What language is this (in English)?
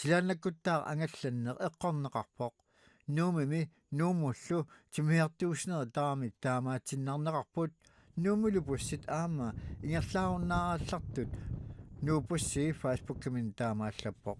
Kalaallisut